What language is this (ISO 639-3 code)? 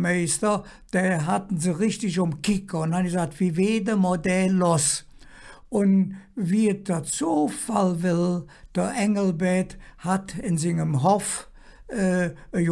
ksh